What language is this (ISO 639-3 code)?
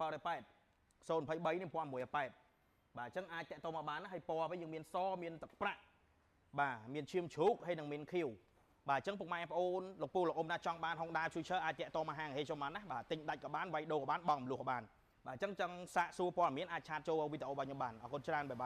khm